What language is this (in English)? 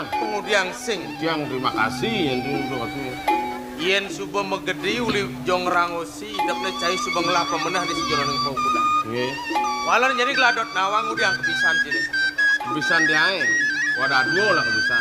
Balinese